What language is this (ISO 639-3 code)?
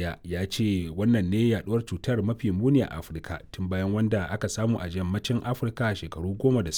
hau